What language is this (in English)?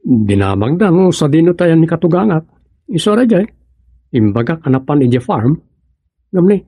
Iloko